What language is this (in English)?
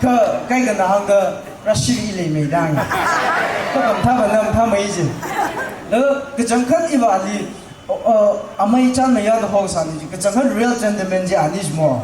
Tangkhul Naga (India)